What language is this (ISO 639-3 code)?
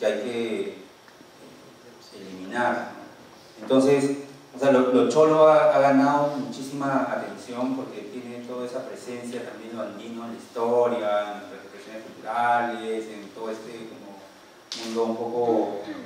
spa